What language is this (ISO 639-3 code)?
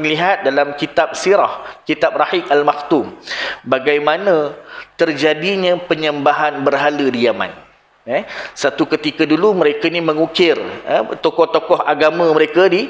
msa